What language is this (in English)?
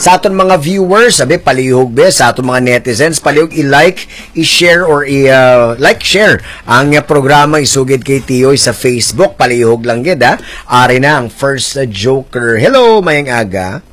Hiligaynon